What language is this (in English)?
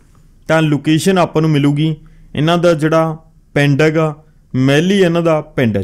Punjabi